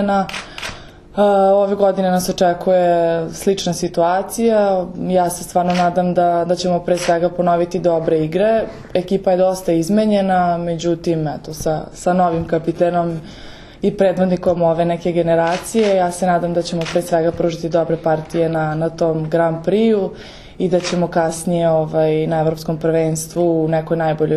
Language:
Serbian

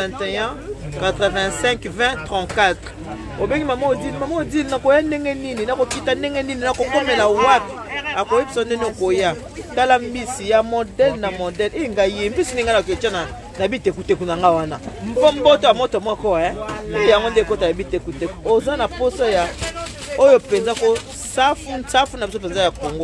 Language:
Lingala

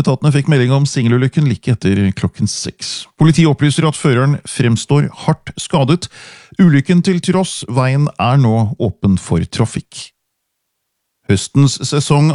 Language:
Norwegian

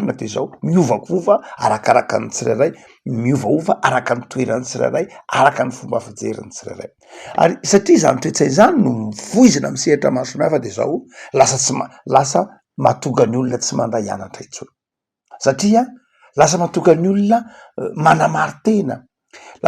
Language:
Malagasy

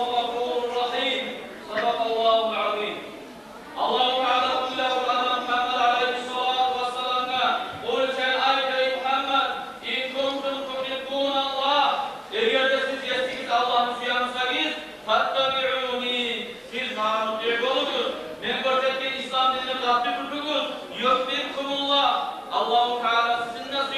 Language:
Kumyk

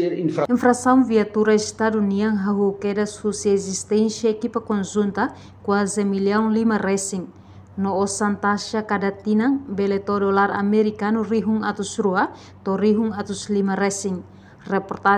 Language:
Tetum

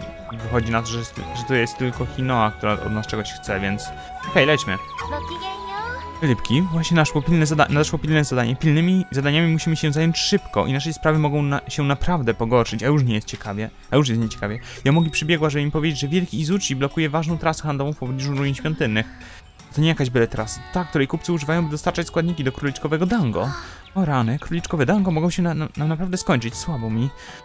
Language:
Polish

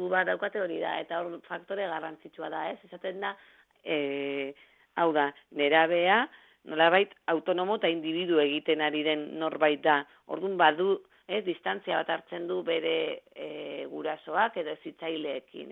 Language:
Basque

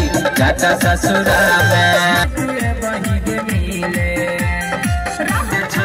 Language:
Bhojpuri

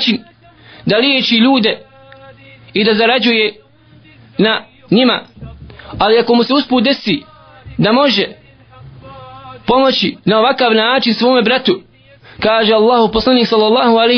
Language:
Bosnian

